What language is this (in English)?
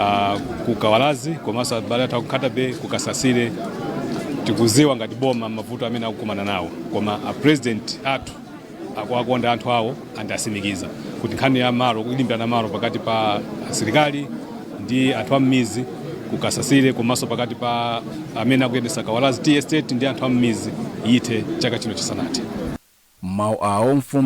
Nyanja